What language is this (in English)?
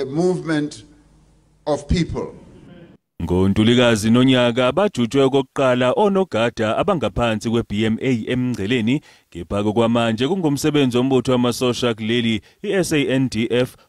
Zulu